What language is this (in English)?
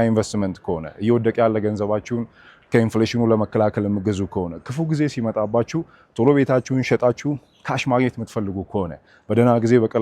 Amharic